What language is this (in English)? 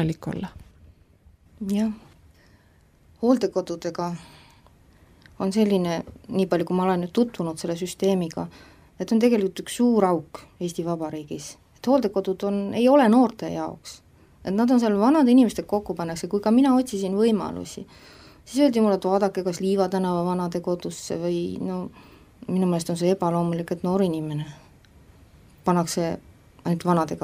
Estonian